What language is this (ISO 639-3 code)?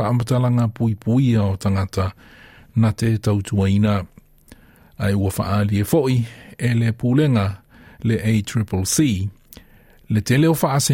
smo